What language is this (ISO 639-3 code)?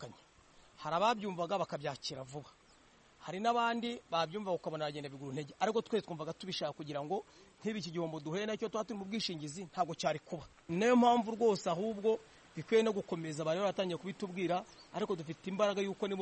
kin